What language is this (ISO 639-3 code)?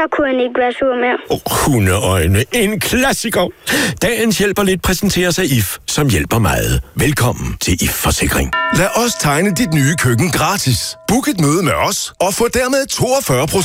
dan